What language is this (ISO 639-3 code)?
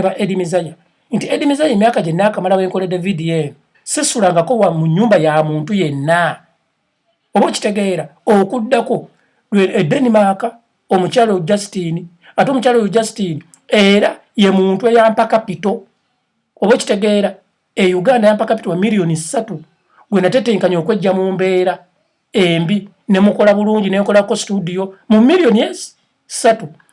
lug